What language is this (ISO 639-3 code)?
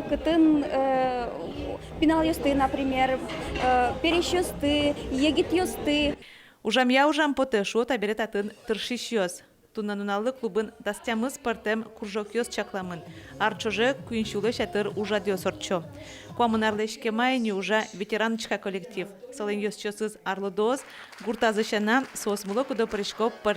udm